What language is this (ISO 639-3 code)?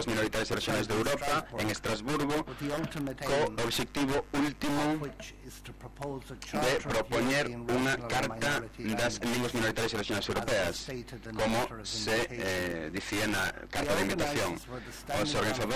glg